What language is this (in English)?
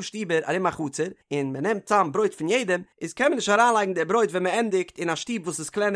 Yiddish